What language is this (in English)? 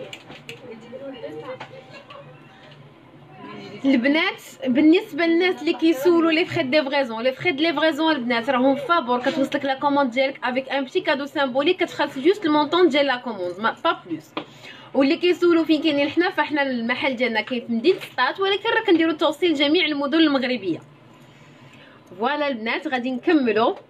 Moroccan Arabic